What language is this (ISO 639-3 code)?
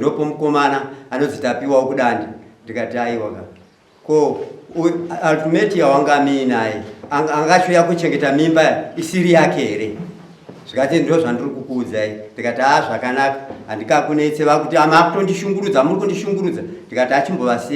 sna